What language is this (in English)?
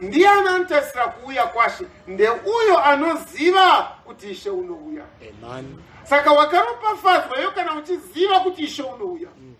Shona